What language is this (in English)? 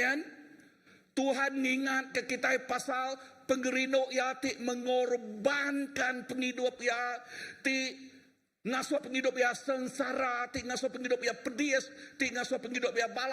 Iban